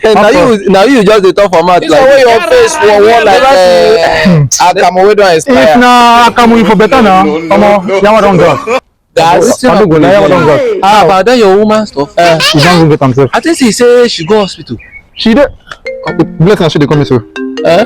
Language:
Nigerian Pidgin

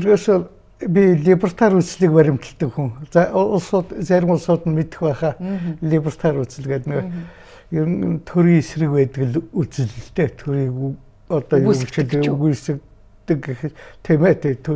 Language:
Mongolian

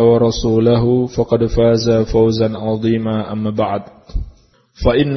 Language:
Indonesian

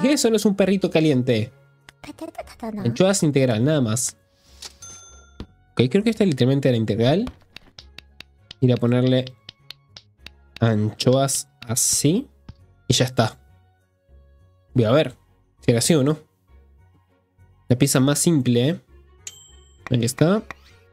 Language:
Spanish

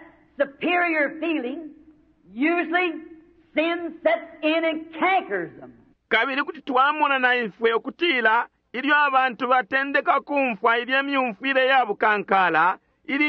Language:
Bemba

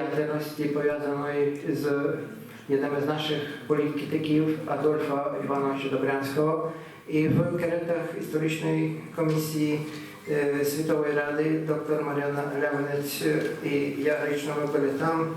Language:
Rusyn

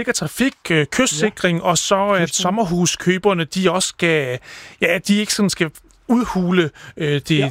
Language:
Danish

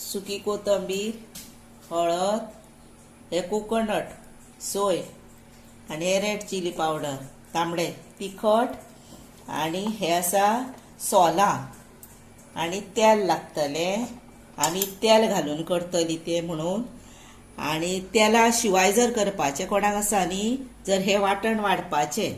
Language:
Konkani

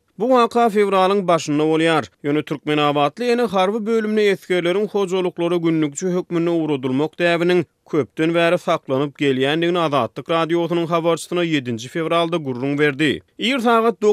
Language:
Turkmen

